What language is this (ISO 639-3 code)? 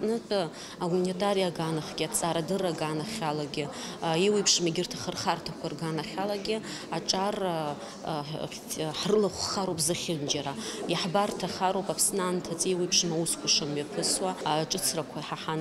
abk